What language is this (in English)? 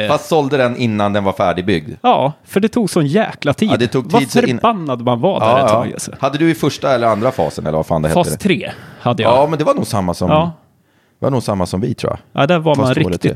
Swedish